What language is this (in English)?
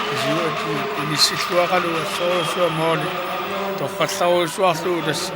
Kalaallisut